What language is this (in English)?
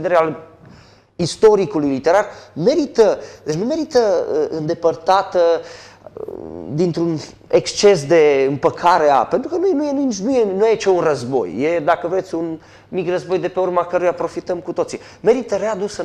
Romanian